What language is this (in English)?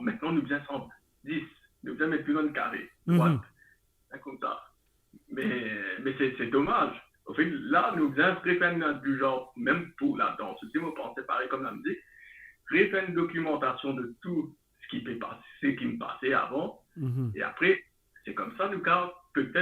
Morisyen